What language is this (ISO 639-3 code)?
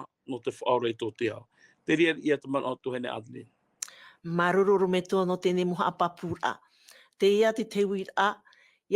tah